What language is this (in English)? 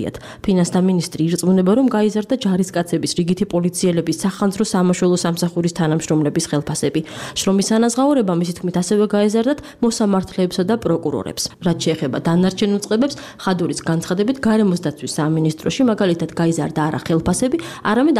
Georgian